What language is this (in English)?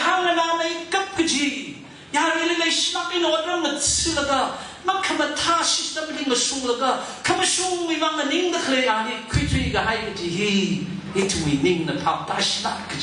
Tangkhul Naga (India)